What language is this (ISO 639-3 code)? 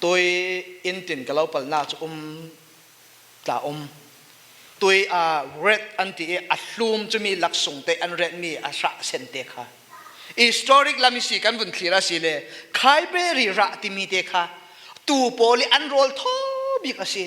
cfm